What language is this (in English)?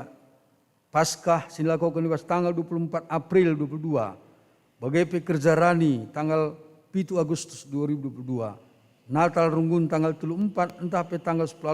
Batak Karo